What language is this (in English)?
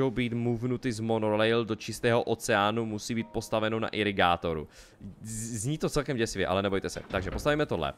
Czech